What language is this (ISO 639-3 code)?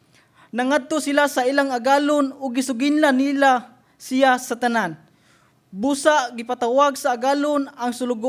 ceb